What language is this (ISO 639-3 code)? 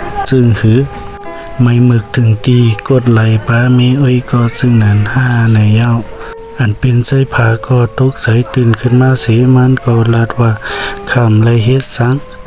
shn